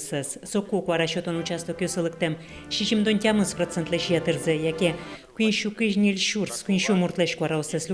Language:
Udmurt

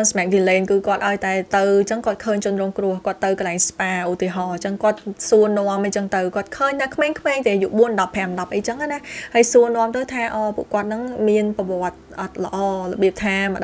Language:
Khmer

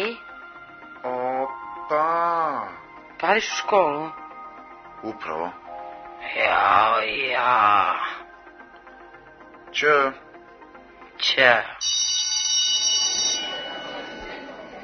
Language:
Serbian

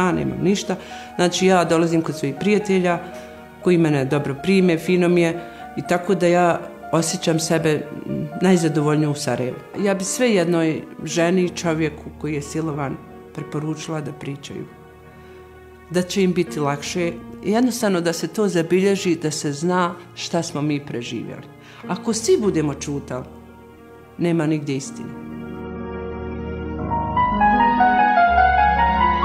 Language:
Bosnian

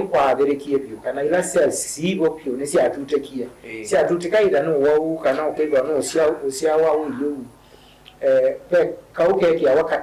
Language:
Kamba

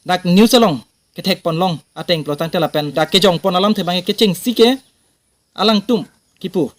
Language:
Karbi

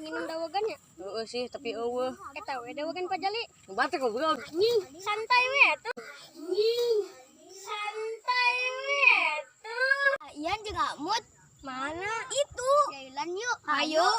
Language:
Sundanese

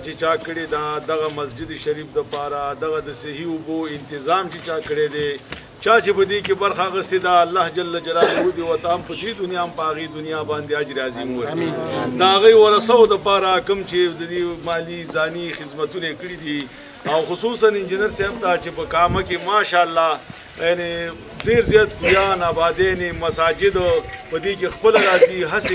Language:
Pashto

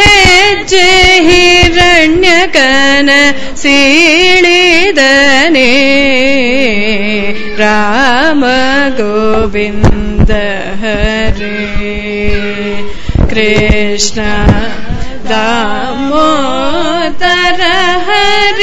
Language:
Kannada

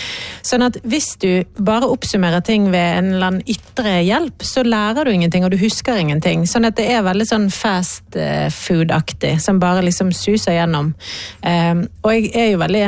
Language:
Norwegian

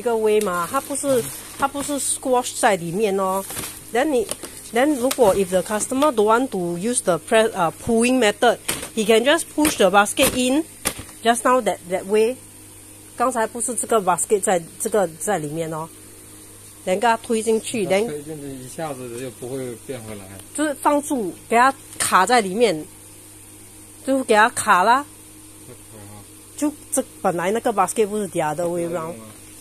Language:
Chinese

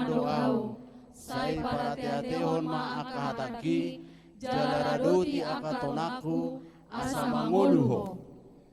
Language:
Batak Toba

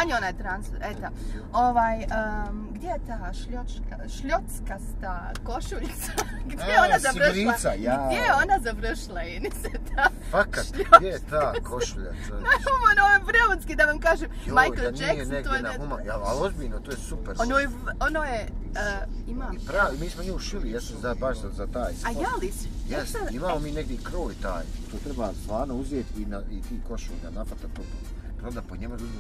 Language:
Bosnian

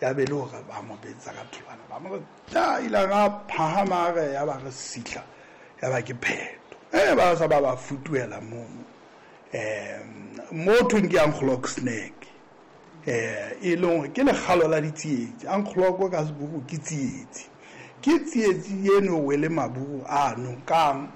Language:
Southern Sotho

